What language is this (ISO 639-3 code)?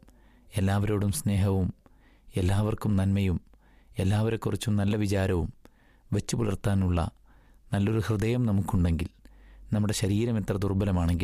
mal